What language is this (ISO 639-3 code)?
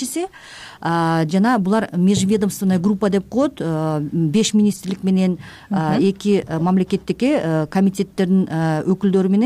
kir